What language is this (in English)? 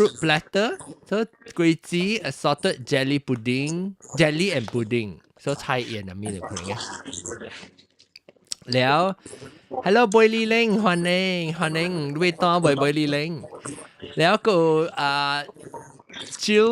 Min Nan Chinese